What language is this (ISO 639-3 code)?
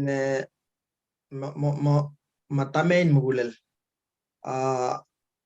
kln